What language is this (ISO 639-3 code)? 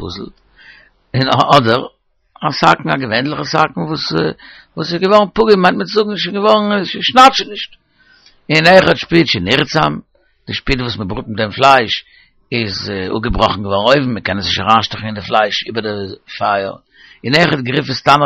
yid